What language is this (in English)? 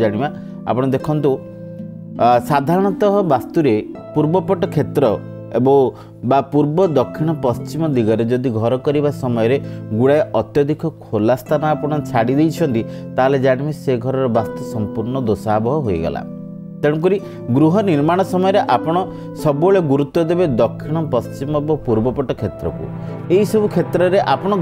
Odia